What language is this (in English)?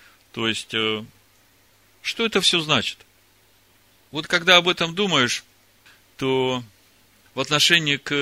Russian